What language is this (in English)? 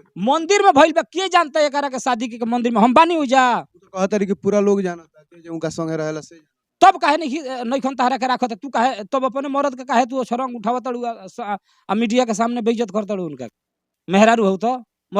Bhojpuri